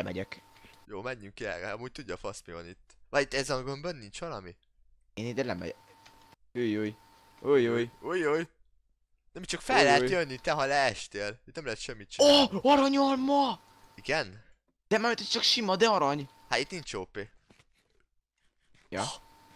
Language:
Hungarian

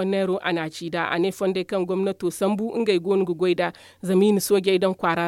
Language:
Zarma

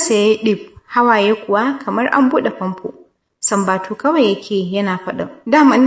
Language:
Hausa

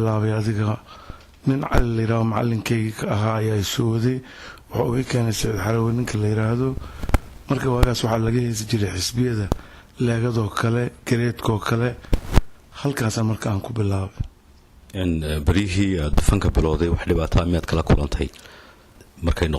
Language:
Somali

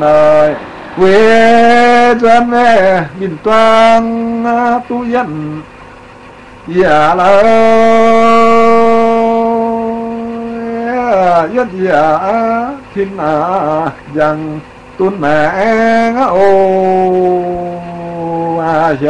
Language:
Vietnamese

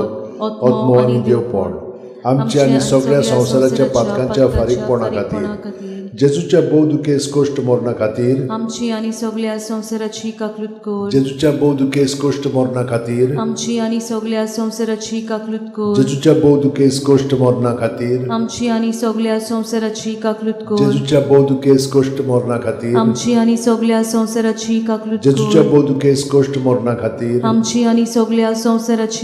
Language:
Konkani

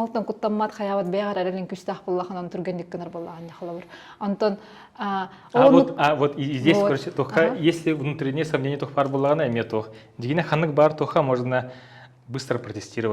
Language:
Yakut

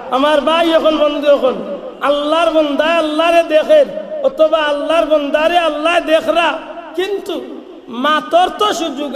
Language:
Sylheti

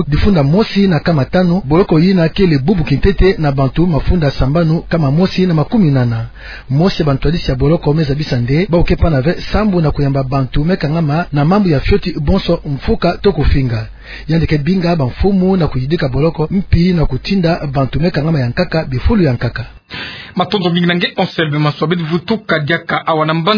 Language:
Kituba (Democratic Republic of Congo)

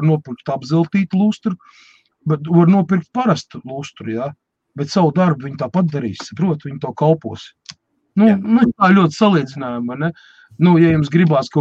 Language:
Latvian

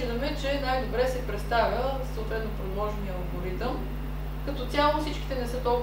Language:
Bulgarian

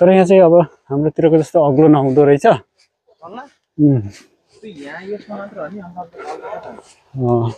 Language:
Nepali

